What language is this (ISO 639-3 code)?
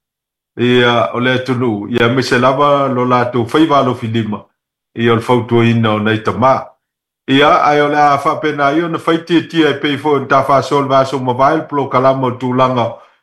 smo